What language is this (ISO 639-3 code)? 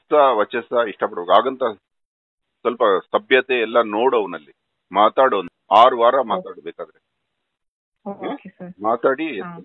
kan